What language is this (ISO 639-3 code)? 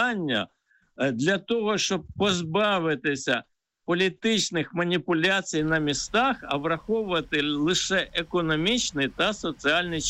ukr